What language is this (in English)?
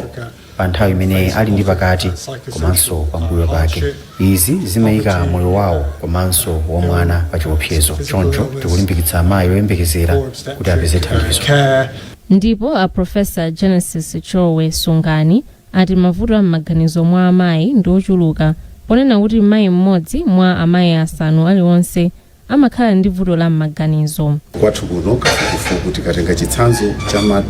Nyanja